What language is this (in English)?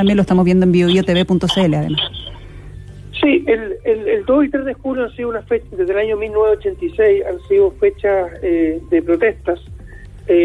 Spanish